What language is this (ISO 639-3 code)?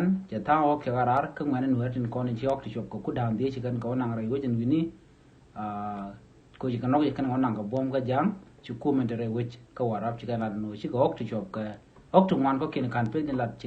nus